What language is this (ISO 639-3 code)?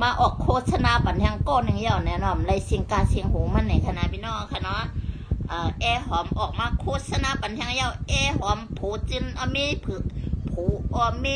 shn